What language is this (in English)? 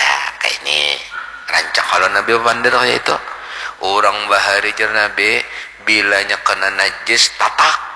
Banjar